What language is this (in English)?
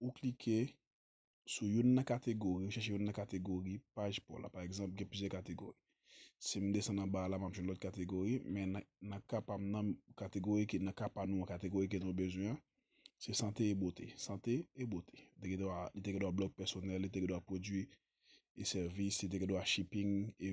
Haitian Creole